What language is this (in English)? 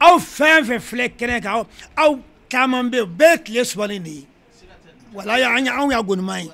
Bambara